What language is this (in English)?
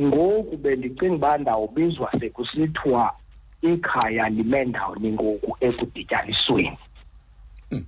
Xhosa